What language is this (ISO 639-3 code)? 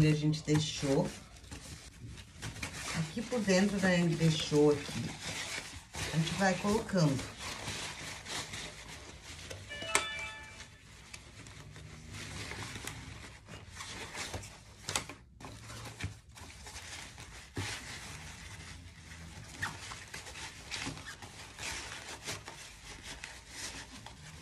por